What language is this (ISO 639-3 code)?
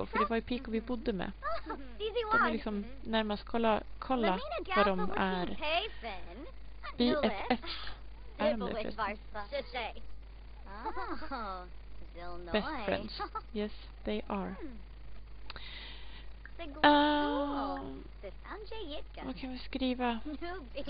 swe